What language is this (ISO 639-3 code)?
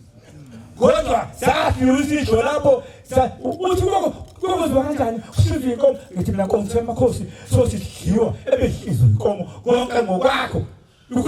zul